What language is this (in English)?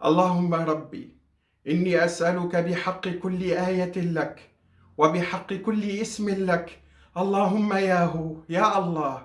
Kurdish